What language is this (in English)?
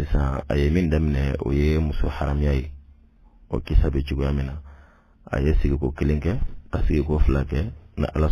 Bambara